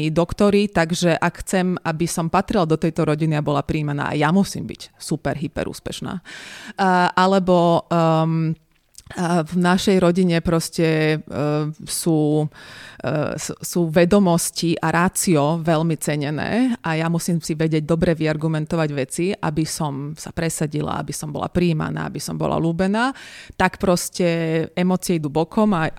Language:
Slovak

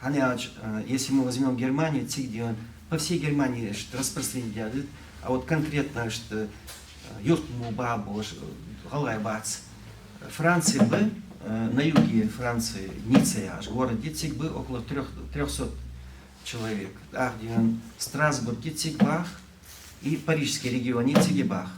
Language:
Ingush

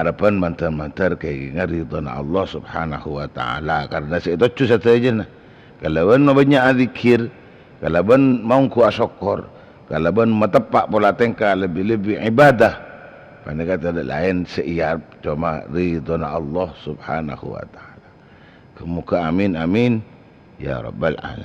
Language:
Madurese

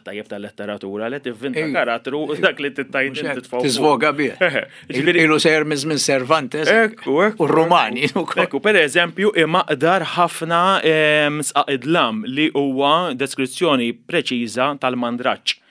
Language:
Maltese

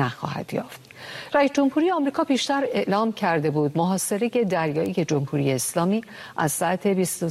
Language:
Persian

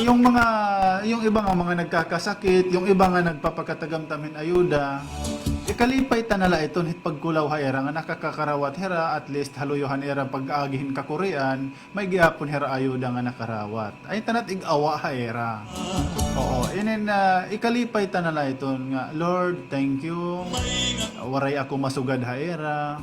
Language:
Waray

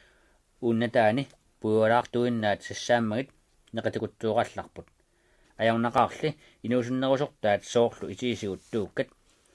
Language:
Kalaallisut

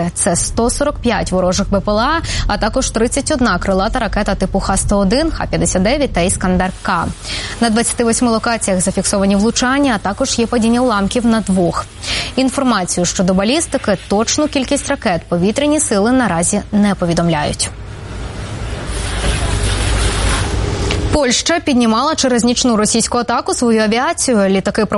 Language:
Ukrainian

